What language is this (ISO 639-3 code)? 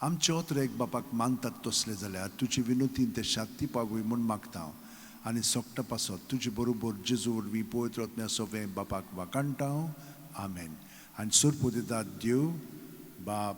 kok